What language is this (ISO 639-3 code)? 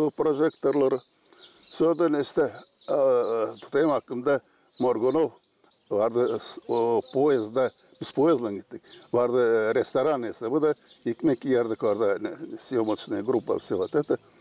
gag